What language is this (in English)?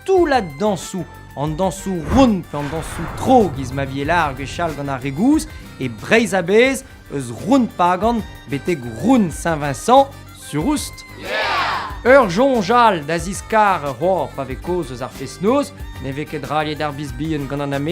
Breton